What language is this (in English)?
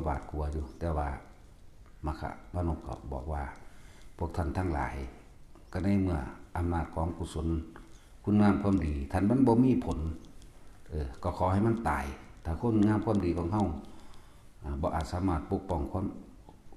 Lao